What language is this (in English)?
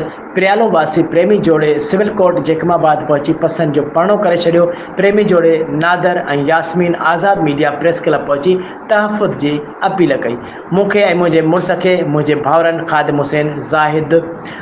Sindhi